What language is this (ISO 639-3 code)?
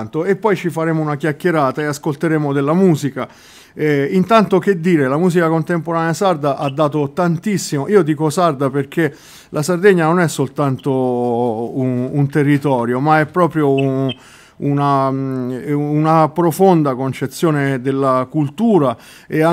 ita